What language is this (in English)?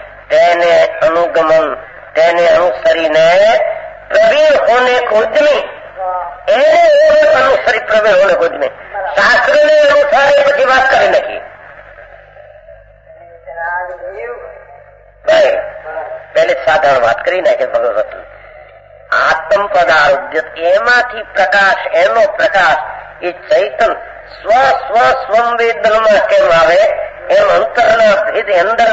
Gujarati